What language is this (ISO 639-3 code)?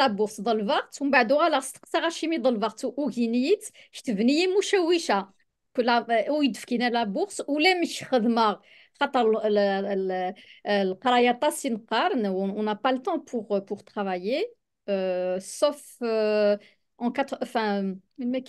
kab